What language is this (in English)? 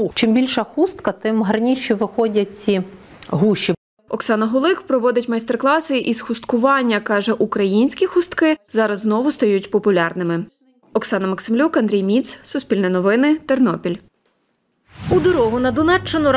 Ukrainian